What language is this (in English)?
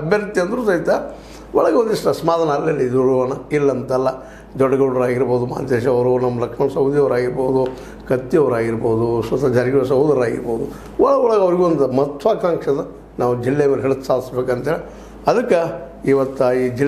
Kannada